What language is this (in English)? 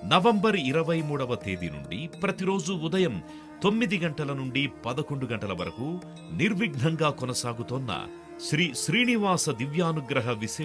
Telugu